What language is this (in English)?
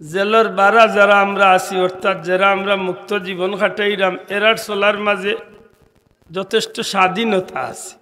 Sylheti